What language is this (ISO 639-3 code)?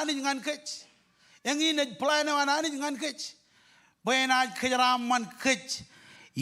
mah